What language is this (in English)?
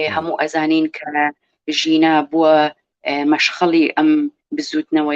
Central Kurdish